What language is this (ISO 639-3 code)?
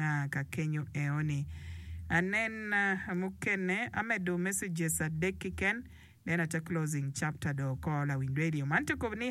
ach